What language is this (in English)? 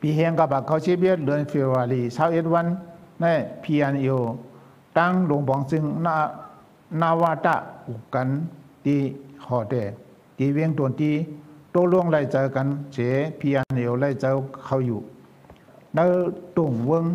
Shan